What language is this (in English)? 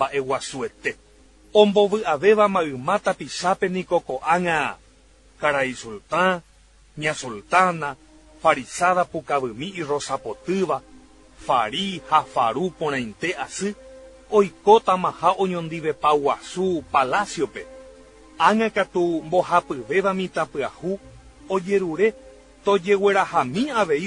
Guarani